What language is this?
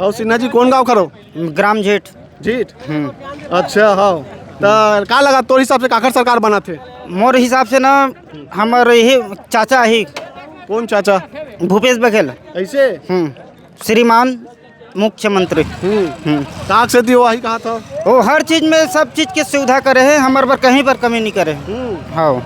Chhattisgarhi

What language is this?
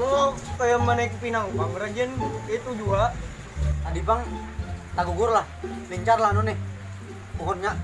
Banjar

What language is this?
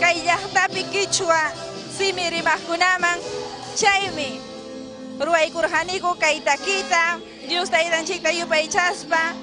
Ayacucho Quechua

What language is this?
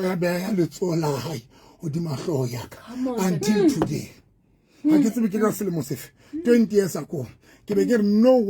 Southern Sotho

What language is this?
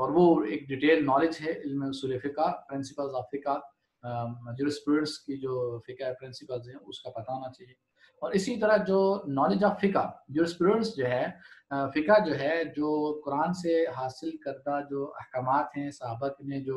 Urdu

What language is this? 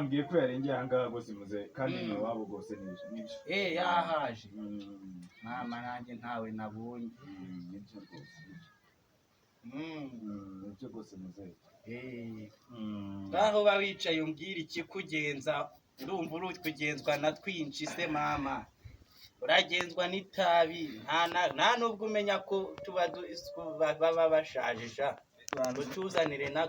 Kinyarwanda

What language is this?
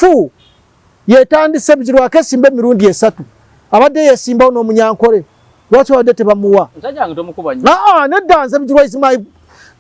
Ganda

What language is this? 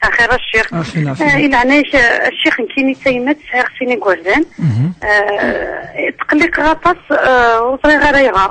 Kabyle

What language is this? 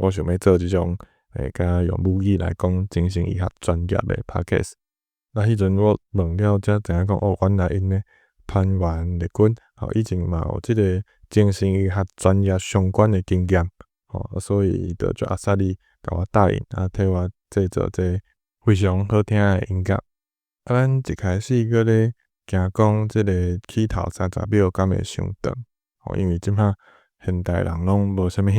Min Nan Chinese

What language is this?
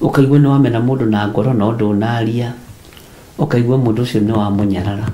Kikuyu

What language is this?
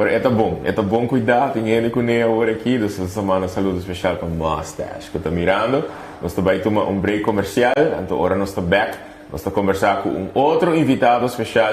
Papiamento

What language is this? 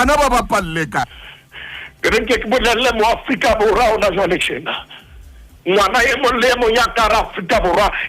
Southern Sotho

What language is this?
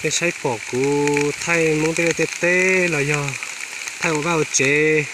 Hmong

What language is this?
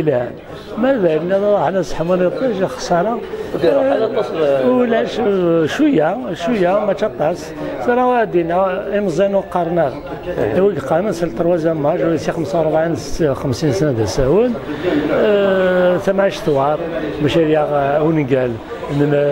Kabyle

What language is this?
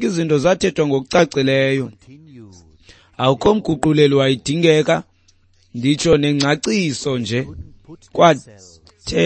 Xhosa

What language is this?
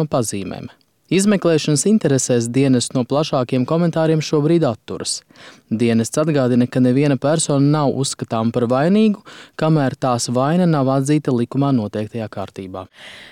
Latvian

